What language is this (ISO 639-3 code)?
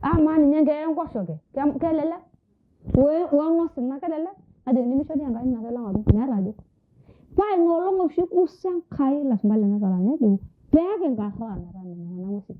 mas